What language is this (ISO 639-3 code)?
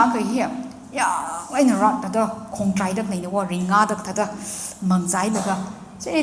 nmf